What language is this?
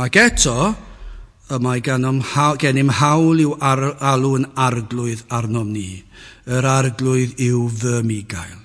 Welsh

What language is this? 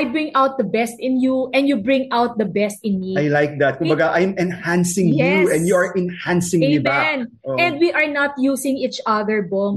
Filipino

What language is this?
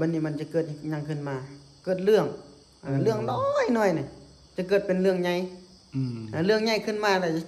Northeastern Thai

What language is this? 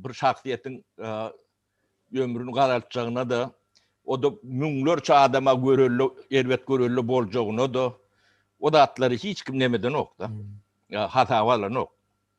Turkmen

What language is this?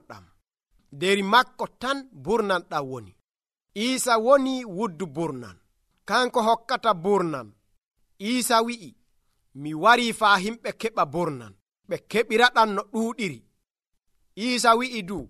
Nigerian Fulfulde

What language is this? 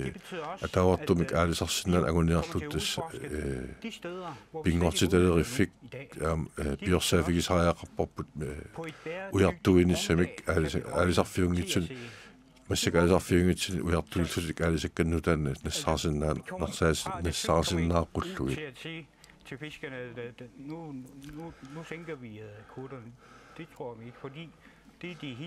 Kalaallisut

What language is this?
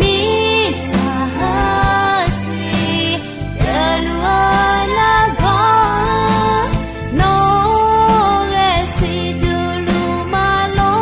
Akha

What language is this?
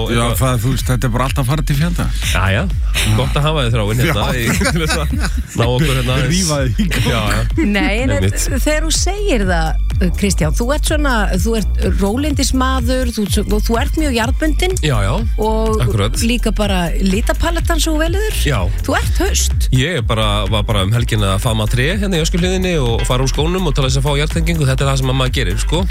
Icelandic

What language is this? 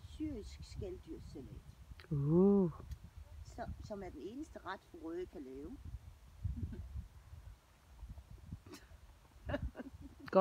Danish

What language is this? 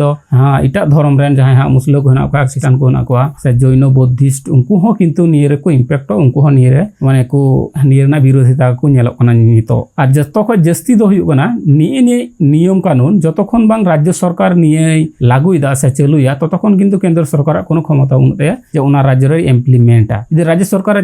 Santali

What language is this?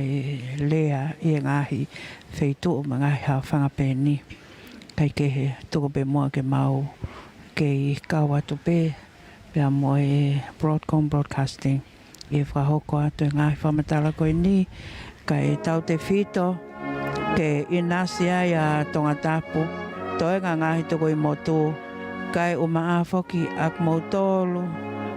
Tongan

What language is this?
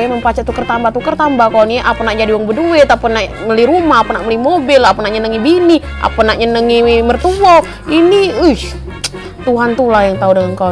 Musi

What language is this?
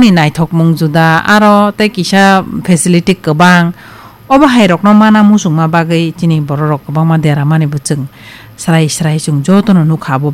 Kok Borok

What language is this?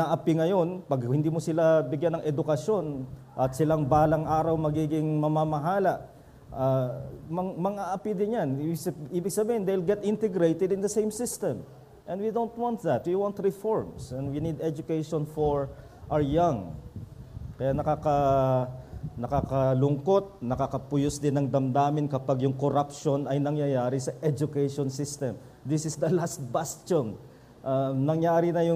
Filipino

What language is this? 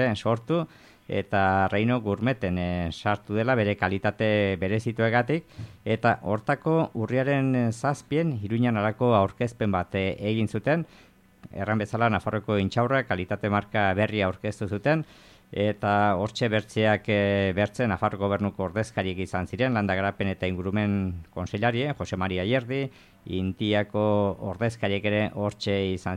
Basque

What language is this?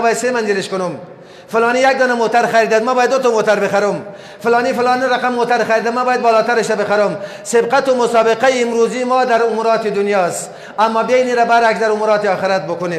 Persian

